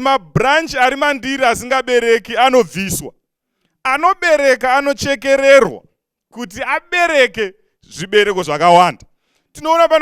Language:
Shona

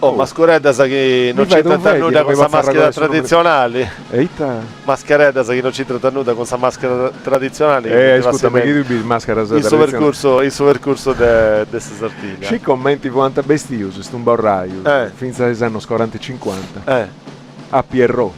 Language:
Sardinian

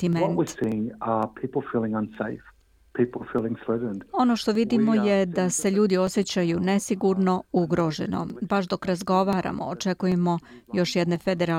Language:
Serbian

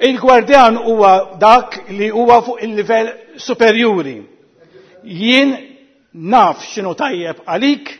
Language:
Maltese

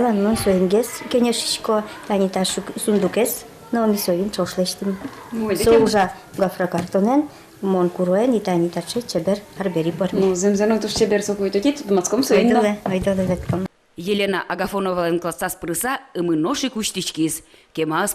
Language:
Udmurt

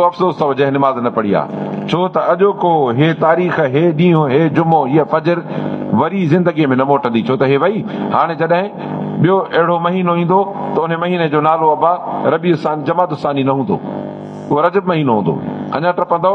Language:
Sindhi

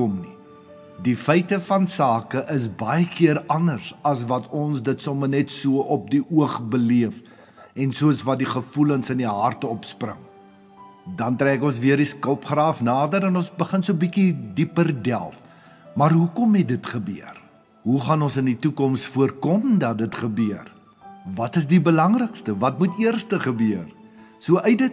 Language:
Afrikaans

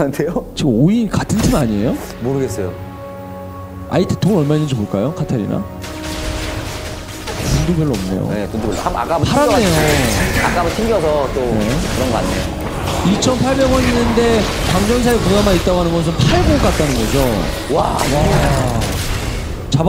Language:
Korean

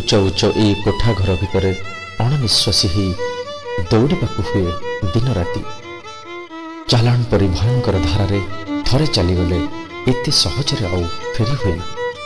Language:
Odia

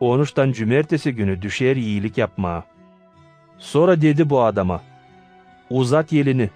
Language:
Gagauz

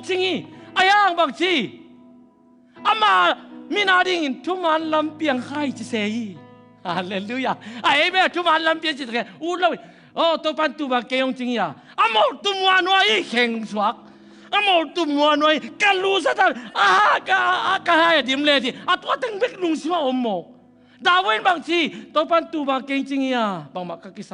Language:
Tedim Chin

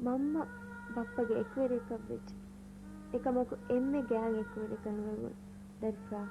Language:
Divehi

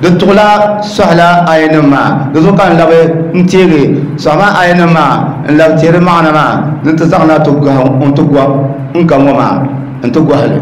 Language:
Dagbani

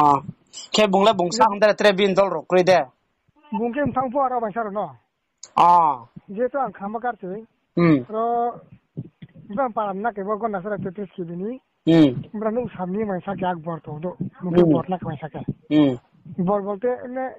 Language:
Riang (India)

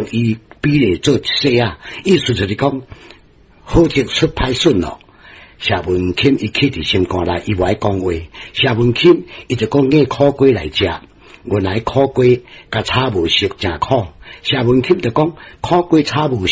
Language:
Min Nan Chinese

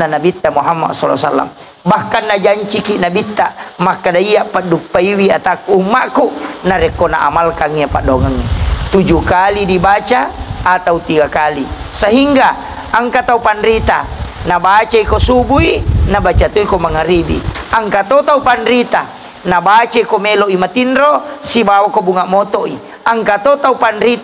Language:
Buginese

